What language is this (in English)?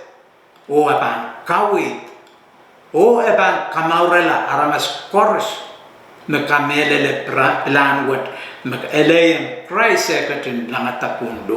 Pohnpeian